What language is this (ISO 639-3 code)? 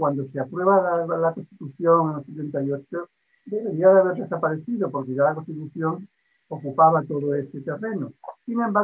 spa